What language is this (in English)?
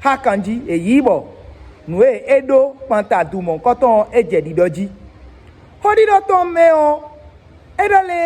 Fon